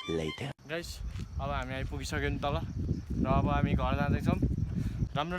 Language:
Nepali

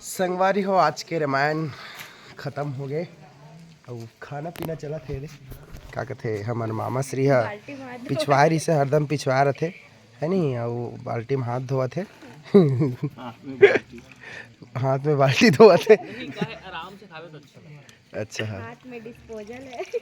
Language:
Chhattisgarhi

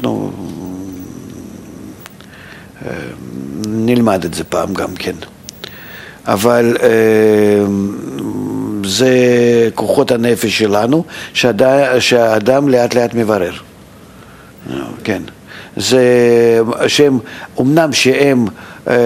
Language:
Hebrew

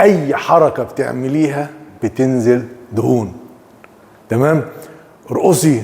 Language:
Egyptian Arabic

